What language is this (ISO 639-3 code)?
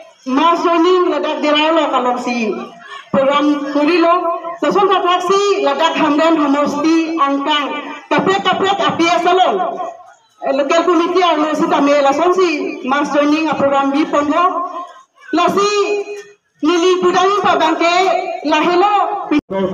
mjw